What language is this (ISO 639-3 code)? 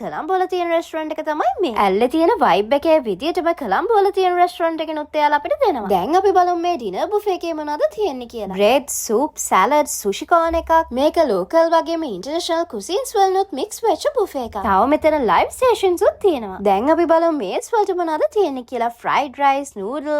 sin